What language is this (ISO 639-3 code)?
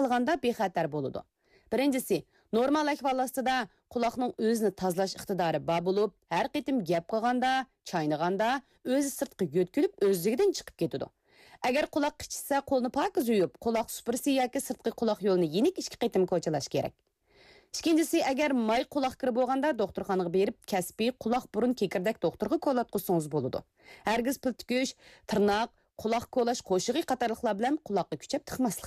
uig